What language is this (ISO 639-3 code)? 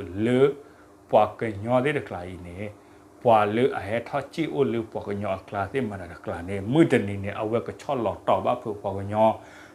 ksw